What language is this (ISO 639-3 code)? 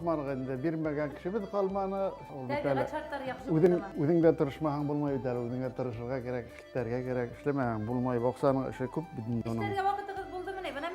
bak